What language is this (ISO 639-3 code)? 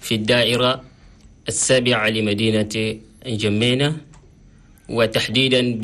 shu